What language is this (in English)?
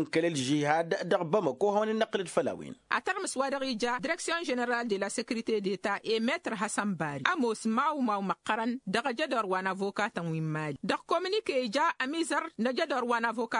Tamasheq